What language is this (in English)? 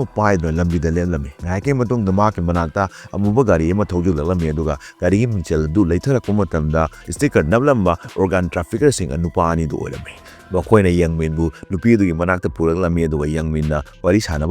Manipuri